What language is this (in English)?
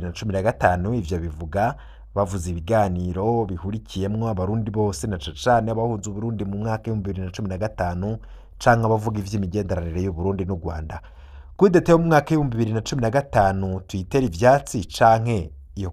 Rundi